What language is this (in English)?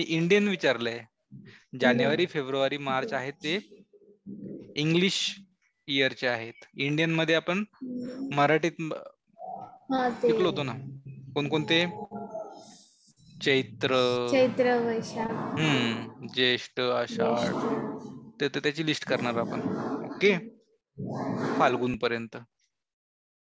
Marathi